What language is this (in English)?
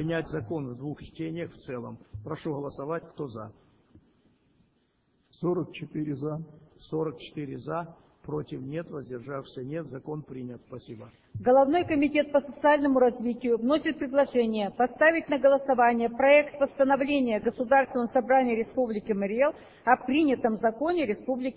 Russian